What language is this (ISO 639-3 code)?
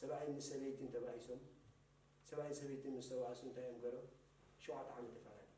tir